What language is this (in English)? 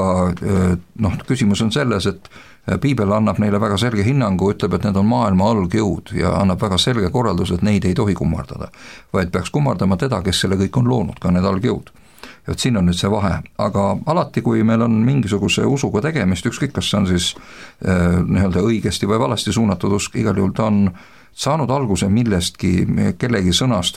Estonian